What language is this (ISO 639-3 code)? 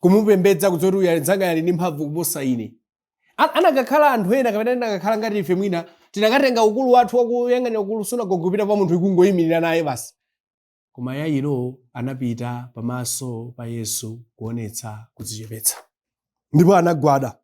nya